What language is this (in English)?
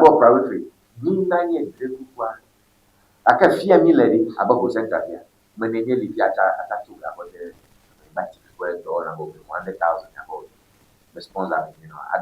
Ewe